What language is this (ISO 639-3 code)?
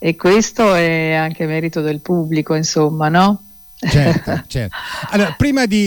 ita